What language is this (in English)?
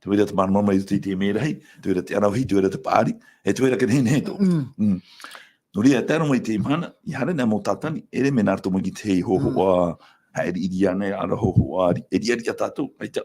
Tahitian